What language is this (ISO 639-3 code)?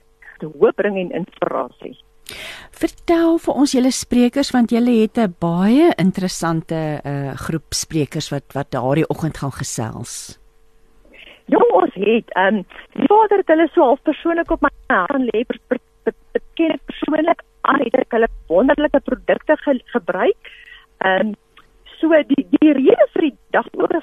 afr